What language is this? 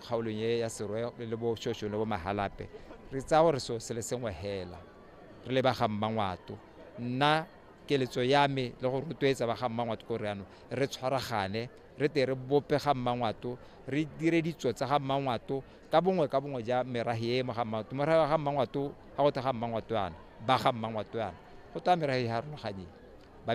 Tswana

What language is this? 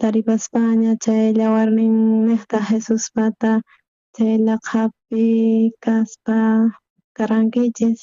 South Bolivian Quechua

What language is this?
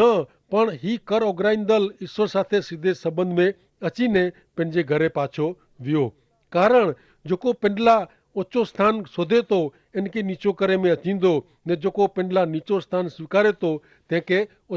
Kachhi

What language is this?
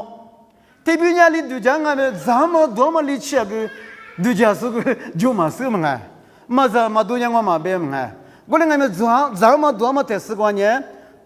Lisu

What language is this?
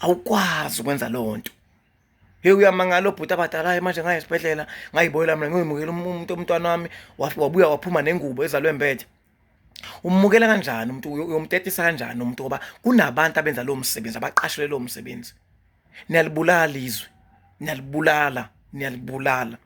Zulu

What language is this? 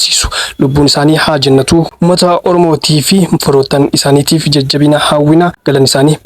Oromo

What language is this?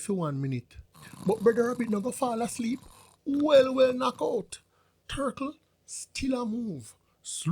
Jamaican Creole English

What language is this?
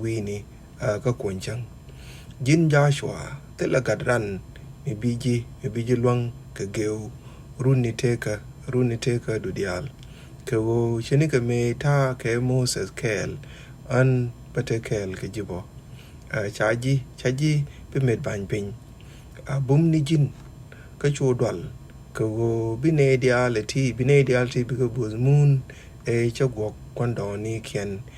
Nuer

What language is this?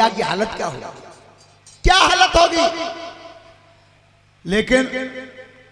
Hindi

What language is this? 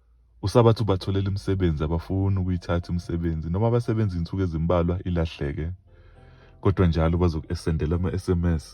Zulu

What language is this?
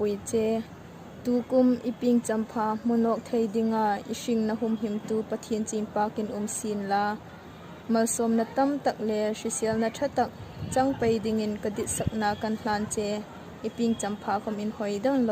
Hmar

